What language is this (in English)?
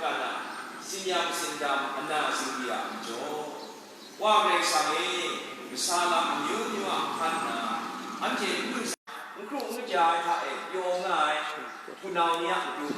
Kachin